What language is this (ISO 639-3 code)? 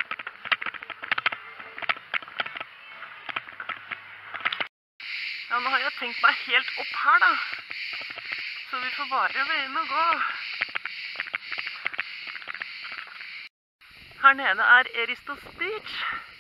nor